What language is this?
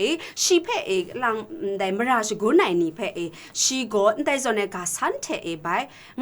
Kachin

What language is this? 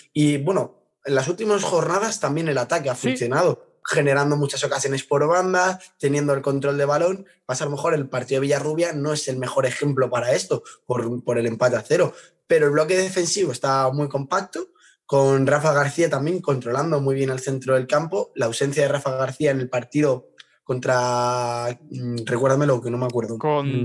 Spanish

